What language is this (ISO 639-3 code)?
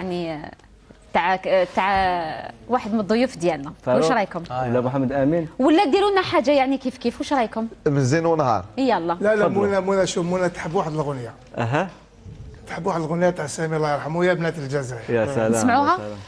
arq